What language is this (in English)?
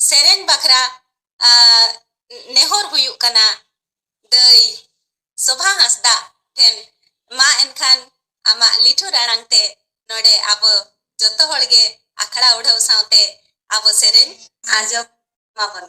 Santali